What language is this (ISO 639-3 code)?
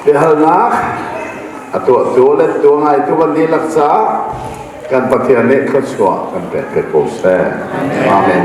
cnh